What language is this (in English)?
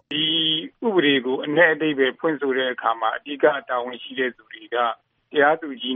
Burmese